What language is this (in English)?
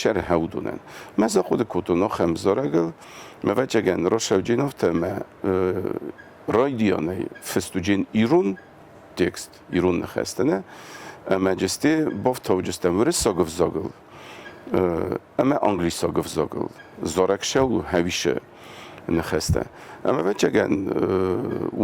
Ossetic